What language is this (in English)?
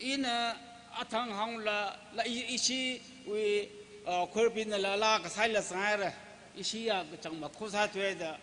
Tangkhul Naga (India)